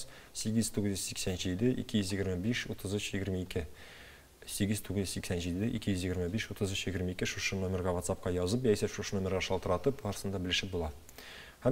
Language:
Tatar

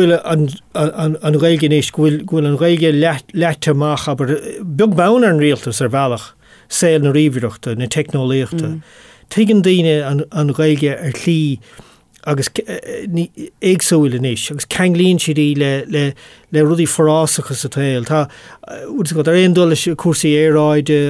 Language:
Irish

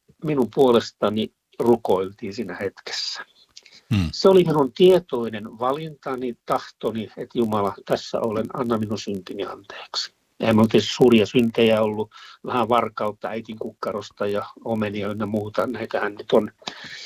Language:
Finnish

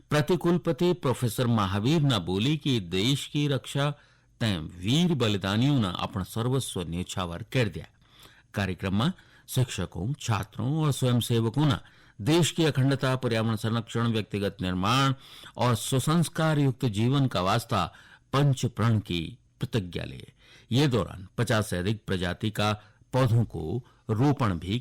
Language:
Garhwali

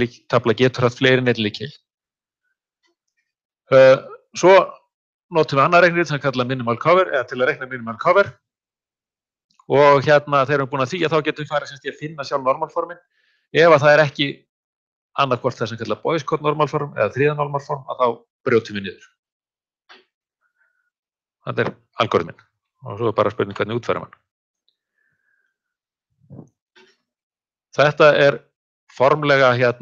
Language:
Icelandic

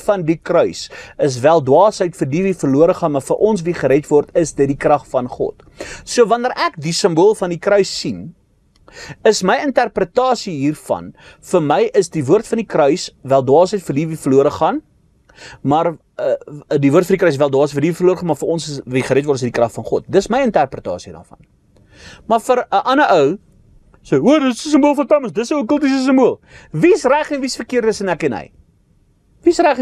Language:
Afrikaans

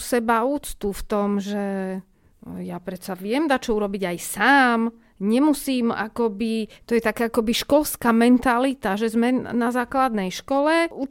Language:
Slovak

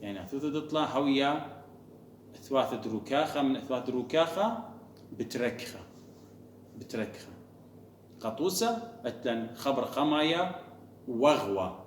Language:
Assyrian Neo-Aramaic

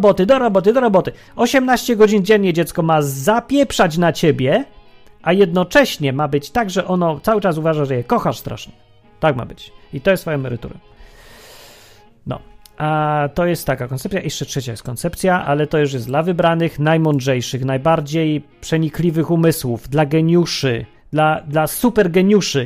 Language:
Polish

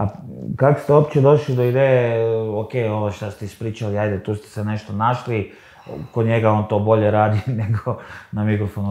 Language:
Croatian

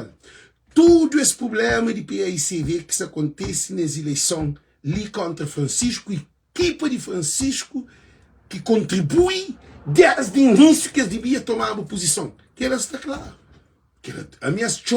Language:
Kabuverdianu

